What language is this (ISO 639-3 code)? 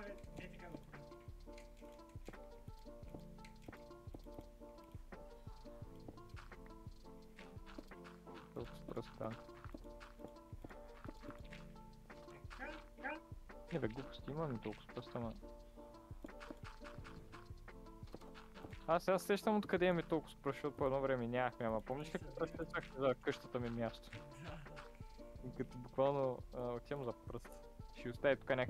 bul